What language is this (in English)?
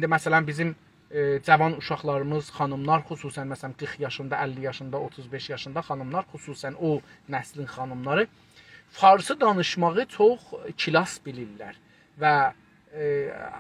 South Azerbaijani